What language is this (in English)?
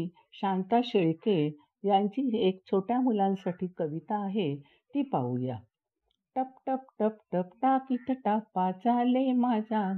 Marathi